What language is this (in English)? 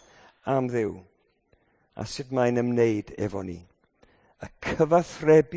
Welsh